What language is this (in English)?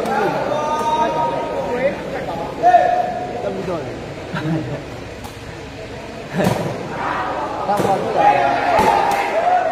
Burmese